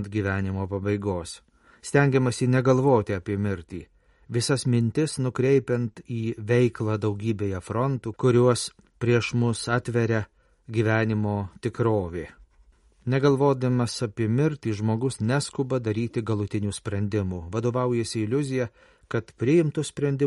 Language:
Lithuanian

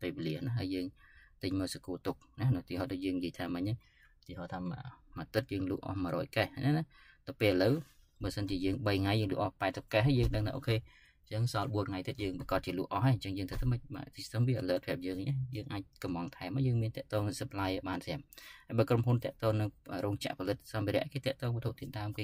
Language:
Khmer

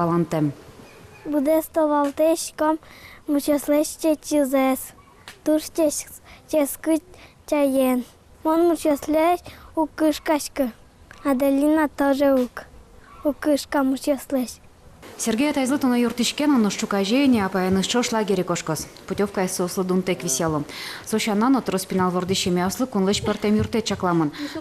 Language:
Udmurt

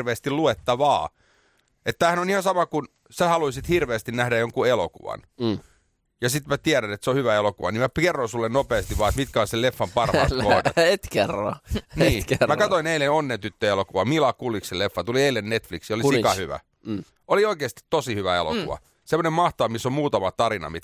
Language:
Finnish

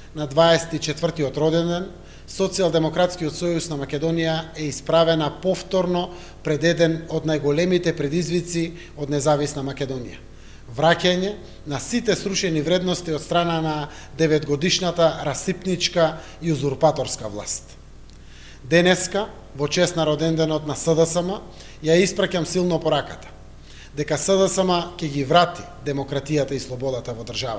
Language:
Macedonian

